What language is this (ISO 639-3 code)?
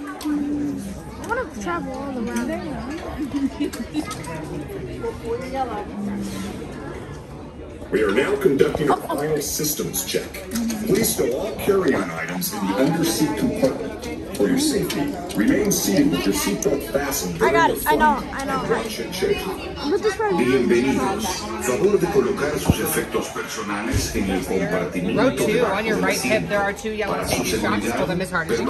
eng